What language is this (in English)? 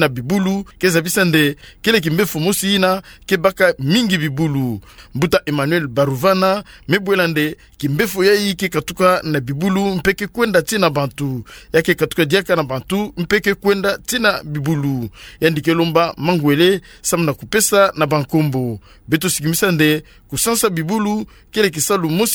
Kituba (Democratic Republic of Congo)